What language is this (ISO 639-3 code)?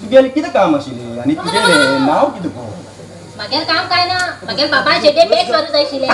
kok